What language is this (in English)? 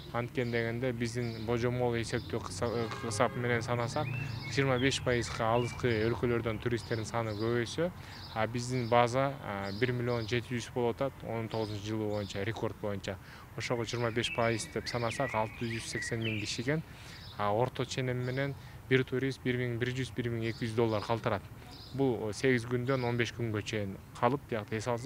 Kyrgyz